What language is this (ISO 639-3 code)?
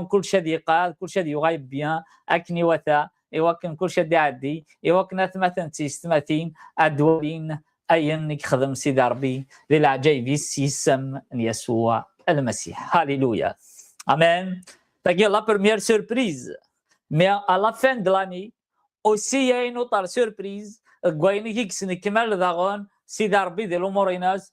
kab